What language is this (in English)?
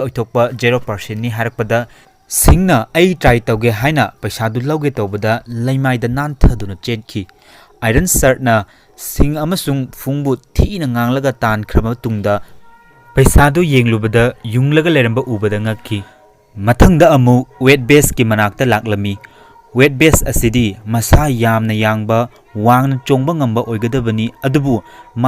Manipuri